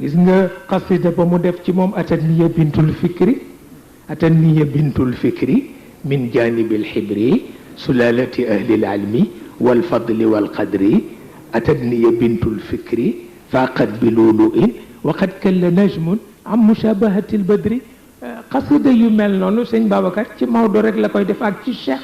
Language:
Wolof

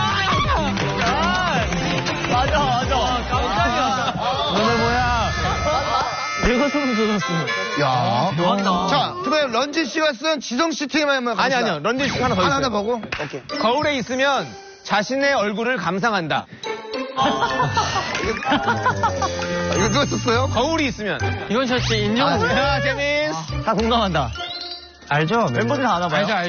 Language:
Korean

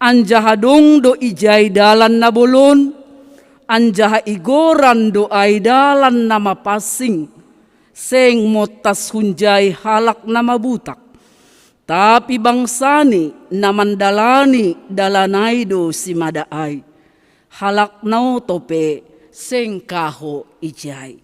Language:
Batak Simalungun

